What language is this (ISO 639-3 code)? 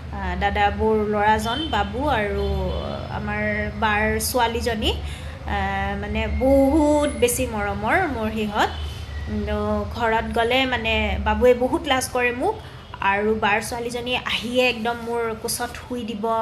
asm